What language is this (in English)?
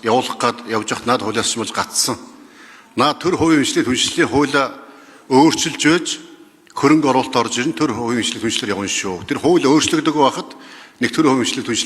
Mongolian